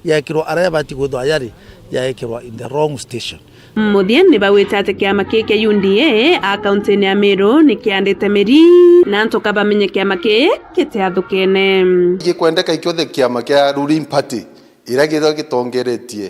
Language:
Meru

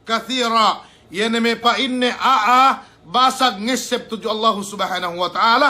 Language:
Yakan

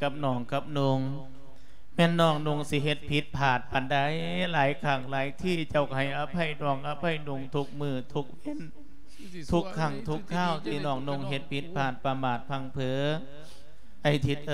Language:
Lao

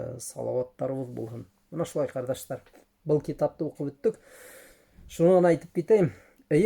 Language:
Bashkir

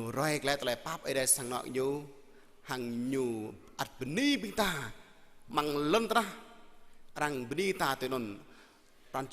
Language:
Jarai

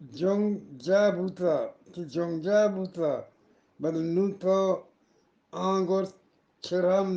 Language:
Eastern Balochi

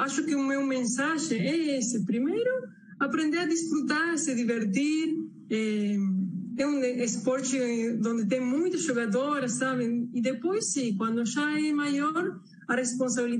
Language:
Portuguese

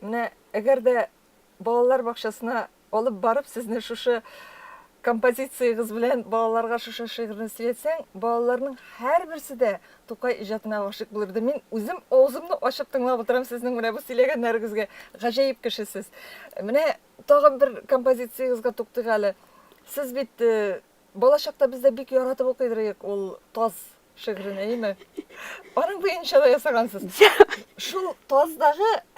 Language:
Tatar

